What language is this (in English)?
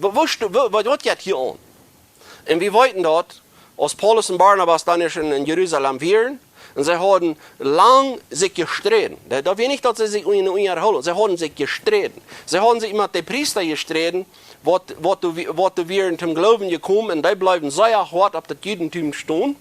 Plautdietsch